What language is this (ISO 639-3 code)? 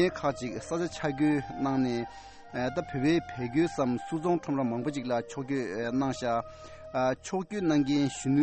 bod